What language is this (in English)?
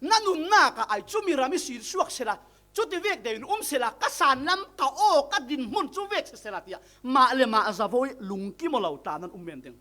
Falam Chin